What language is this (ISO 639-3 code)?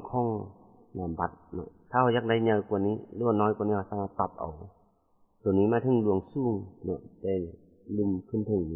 lao